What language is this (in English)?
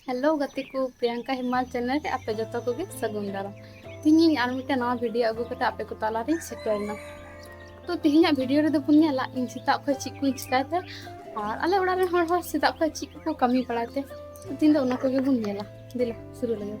Santali